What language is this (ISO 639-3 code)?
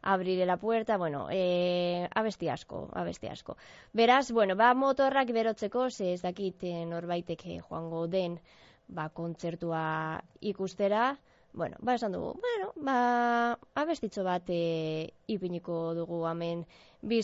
eus